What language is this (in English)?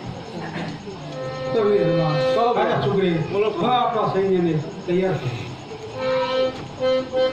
Gujarati